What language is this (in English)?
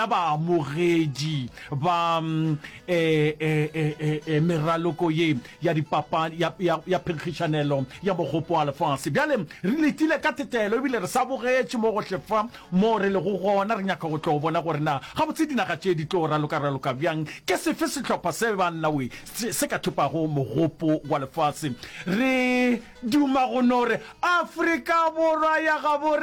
Northern Sotho